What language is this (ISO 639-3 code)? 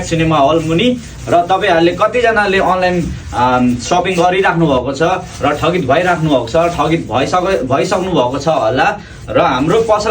nep